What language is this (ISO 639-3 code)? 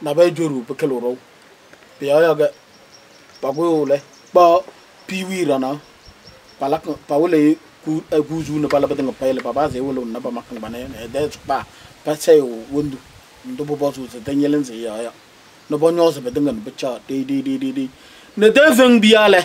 kbp